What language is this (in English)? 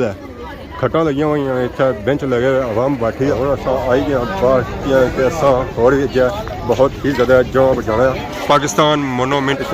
Pahari-Potwari